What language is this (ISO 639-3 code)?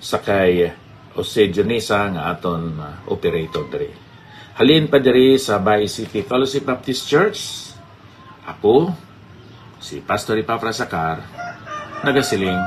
hil